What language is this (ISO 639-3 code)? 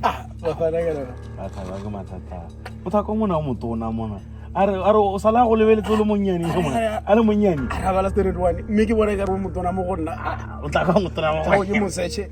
tsn